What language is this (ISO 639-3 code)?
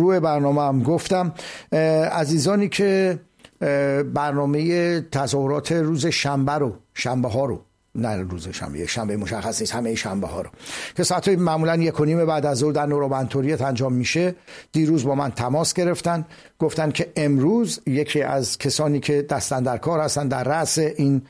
fas